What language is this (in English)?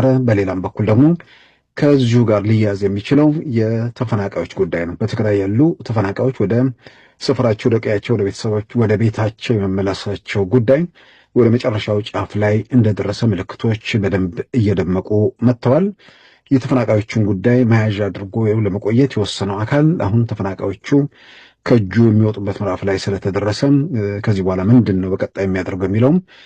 Amharic